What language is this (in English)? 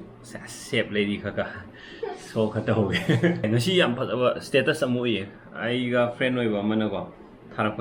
Manipuri